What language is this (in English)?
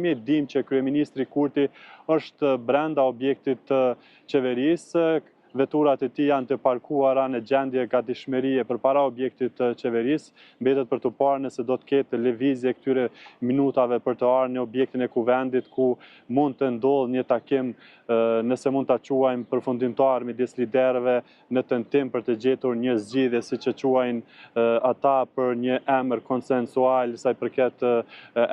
Albanian